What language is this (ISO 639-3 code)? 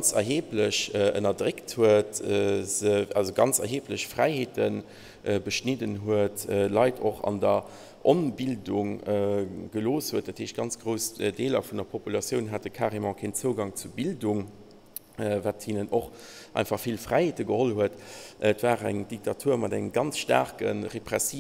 ltz